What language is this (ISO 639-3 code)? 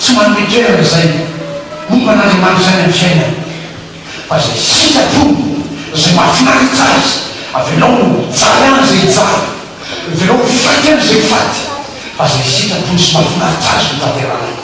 mlg